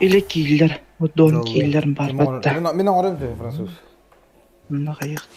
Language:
Yakut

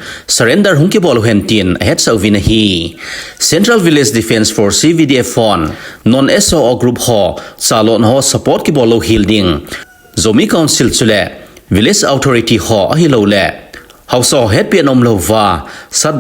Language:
Thado Chin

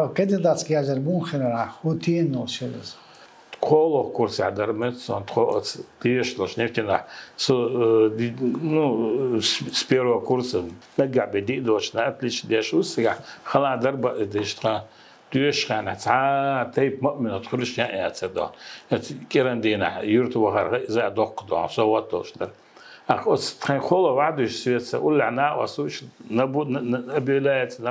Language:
Chechen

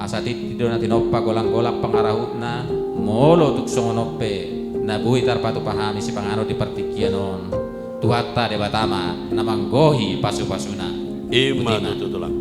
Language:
Batak Toba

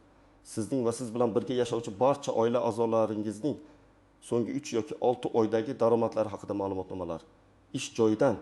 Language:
Uzbek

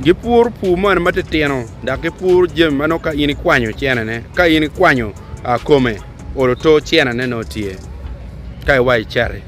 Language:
Acoli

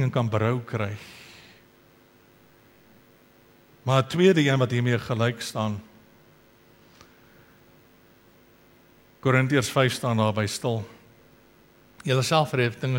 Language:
Afrikaans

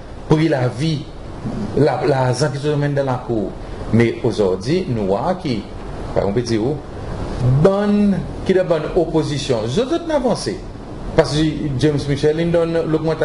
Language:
Seselwa Creole French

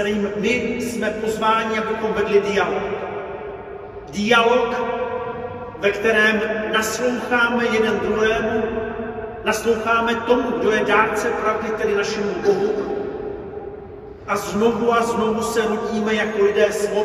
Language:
Czech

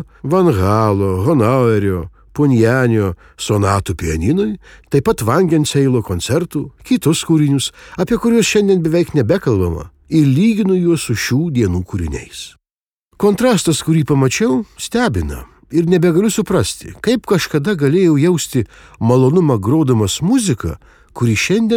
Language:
Lithuanian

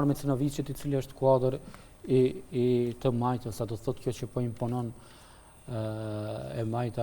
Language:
Albanian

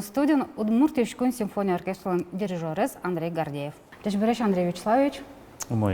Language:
Udmurt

